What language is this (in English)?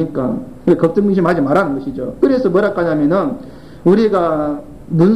Korean